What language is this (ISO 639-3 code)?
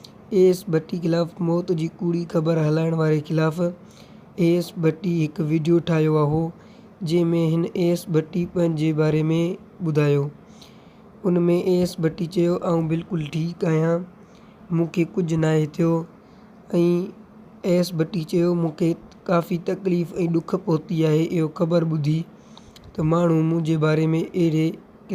snd